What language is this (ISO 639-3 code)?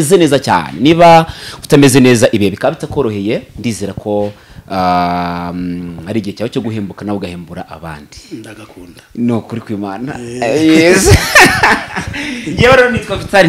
kin